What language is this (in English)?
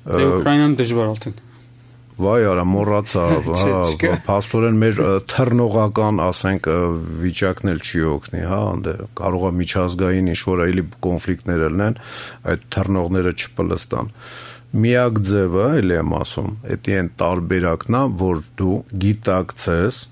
Armenian